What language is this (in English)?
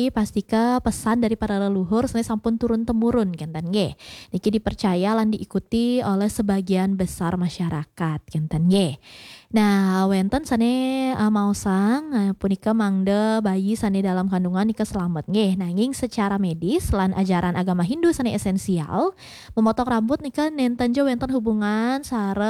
Balinese